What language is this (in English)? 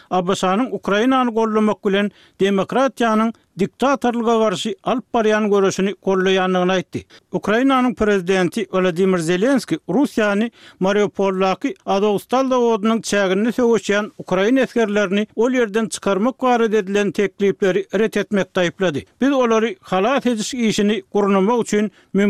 Turkmen